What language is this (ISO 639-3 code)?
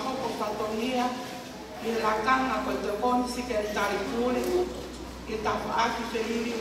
ton